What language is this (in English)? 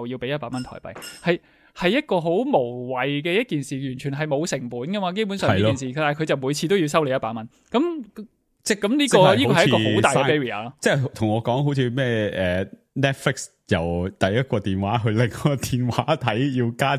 Cantonese